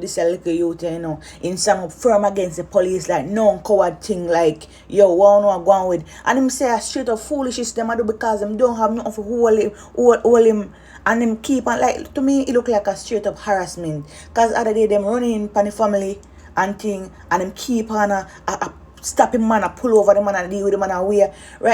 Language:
Jamaican Creole English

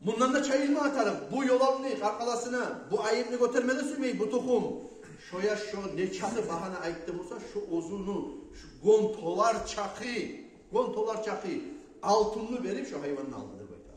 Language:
Kumyk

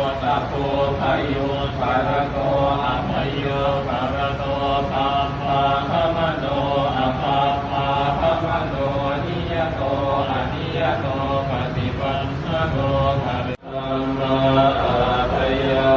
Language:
Pali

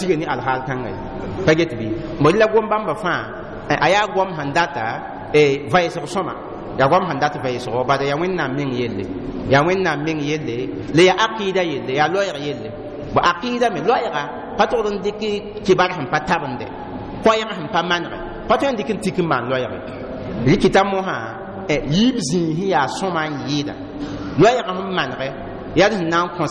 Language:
Mossi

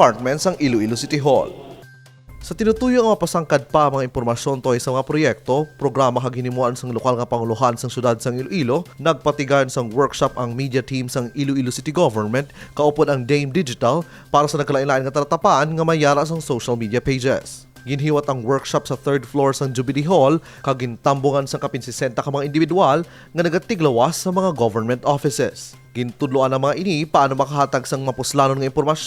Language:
Hiligaynon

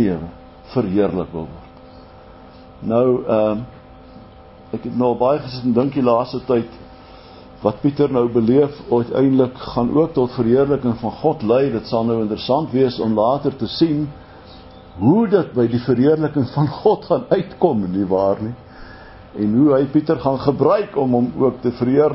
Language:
Afrikaans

